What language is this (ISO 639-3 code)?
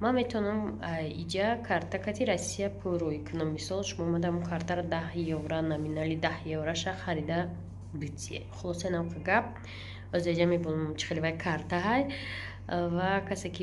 tgk